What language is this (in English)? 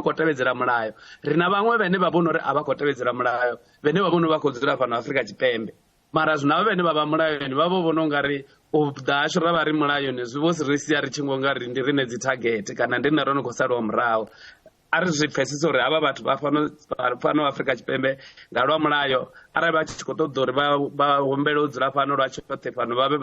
Venda